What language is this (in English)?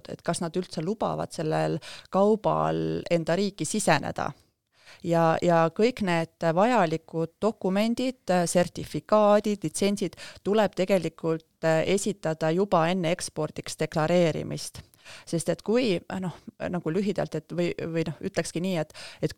Estonian